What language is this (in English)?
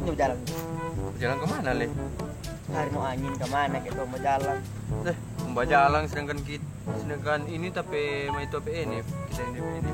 Manado Malay